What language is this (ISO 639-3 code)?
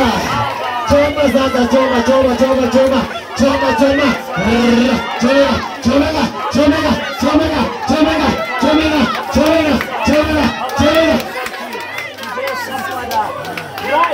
swa